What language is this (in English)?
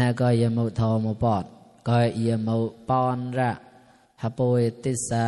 Mon